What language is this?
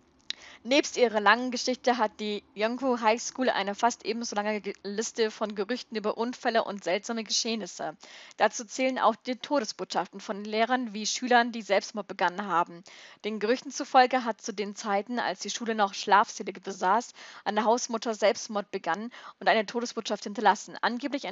German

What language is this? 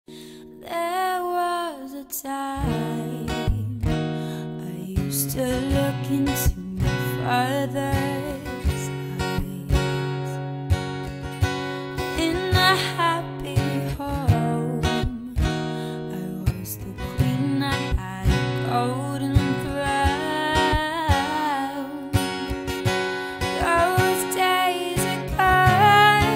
English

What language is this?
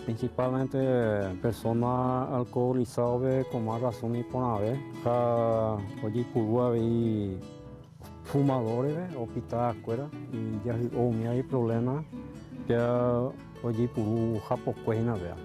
Guarani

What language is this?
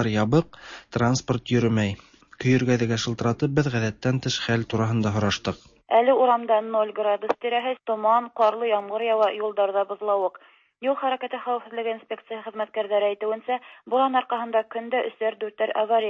Tatar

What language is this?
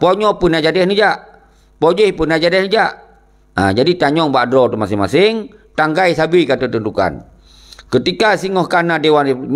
Achinese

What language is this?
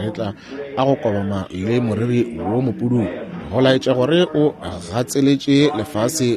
Northern Sotho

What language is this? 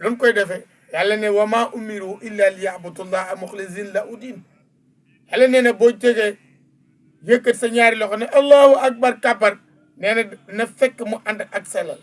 Wolof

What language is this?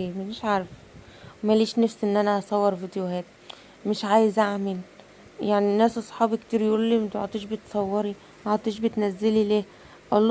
Egyptian Arabic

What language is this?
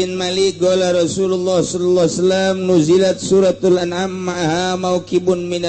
Sundanese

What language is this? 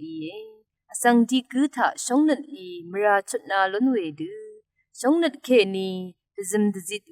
Rawang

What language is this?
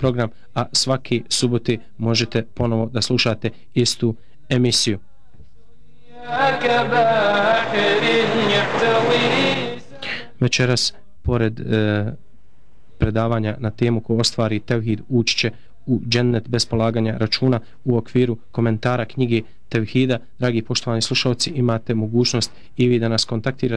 Bosnian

